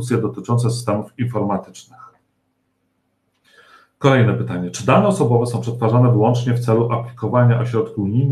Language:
Polish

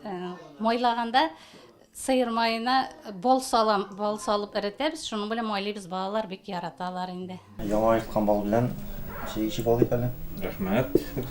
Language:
Tatar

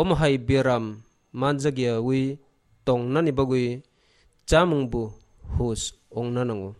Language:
Kok Borok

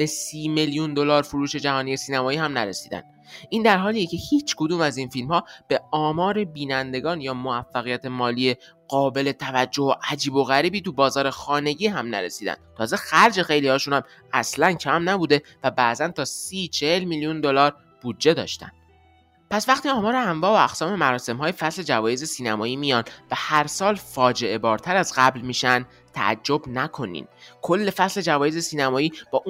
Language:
Persian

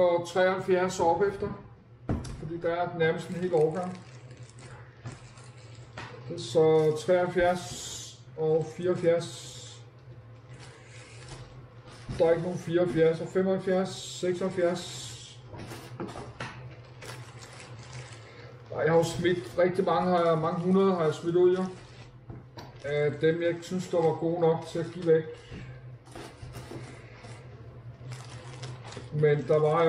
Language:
Danish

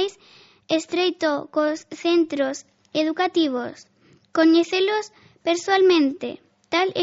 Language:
Galician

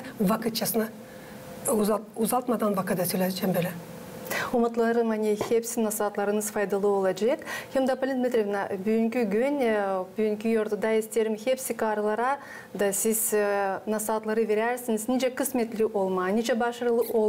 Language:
Gagauz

